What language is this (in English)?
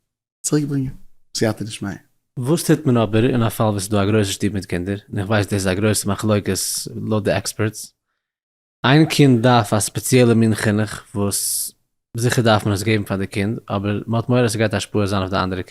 Yiddish